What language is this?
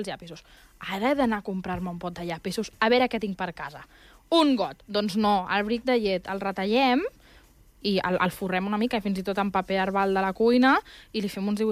Catalan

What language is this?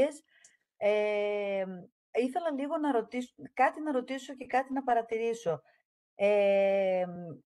Greek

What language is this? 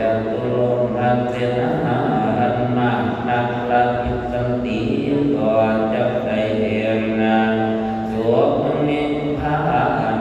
Northeastern Thai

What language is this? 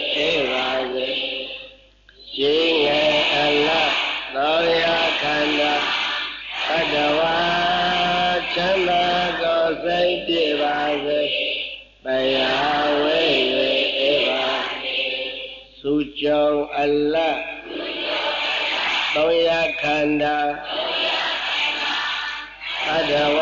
Burmese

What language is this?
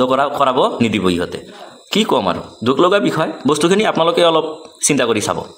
Assamese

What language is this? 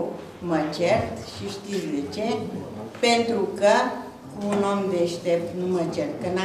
Romanian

